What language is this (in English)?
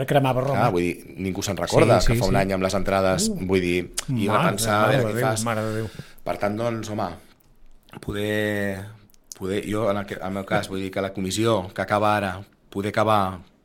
Catalan